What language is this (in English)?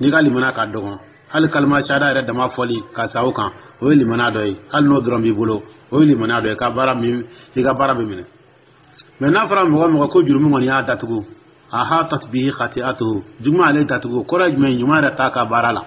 Dyula